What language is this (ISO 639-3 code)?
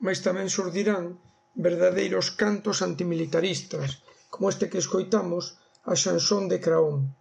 glg